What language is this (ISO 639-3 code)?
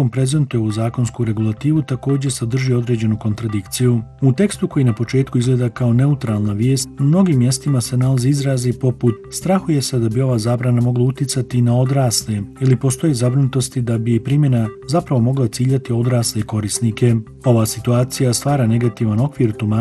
bos